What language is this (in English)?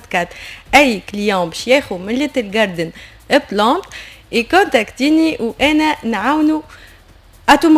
Tunisian Arabic